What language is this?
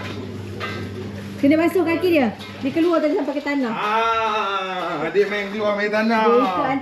Malay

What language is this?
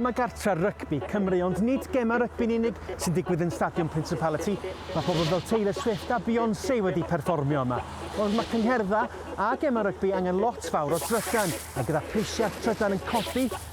Welsh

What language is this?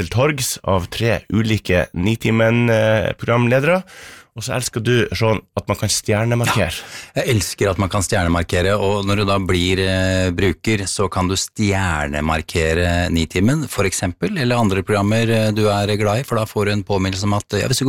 Norwegian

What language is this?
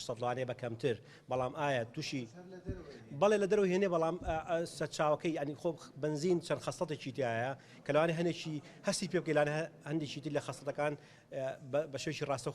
Central Kurdish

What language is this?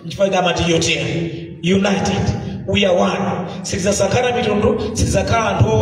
Nyanja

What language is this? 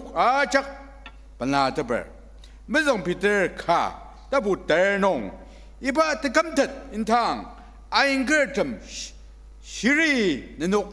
Ao Naga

